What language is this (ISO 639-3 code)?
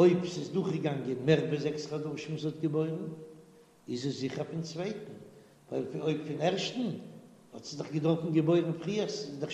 yid